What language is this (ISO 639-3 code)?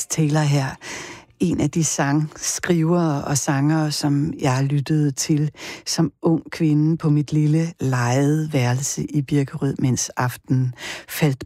dan